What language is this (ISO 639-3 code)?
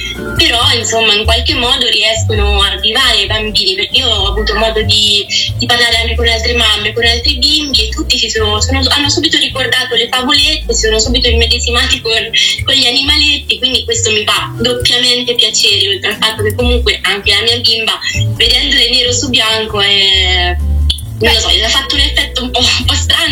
ita